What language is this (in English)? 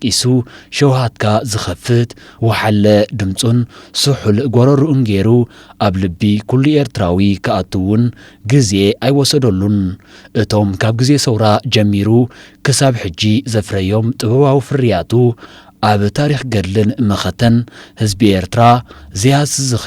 Tigrinya